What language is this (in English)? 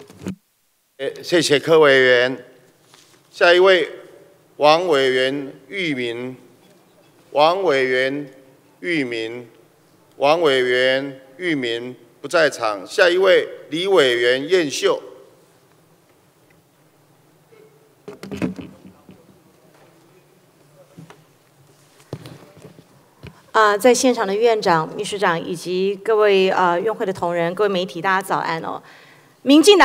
Chinese